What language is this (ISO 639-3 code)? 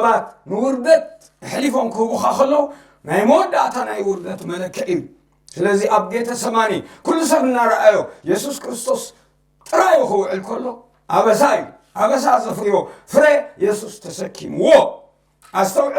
tir